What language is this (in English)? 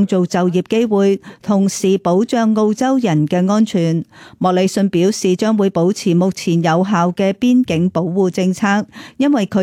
Cantonese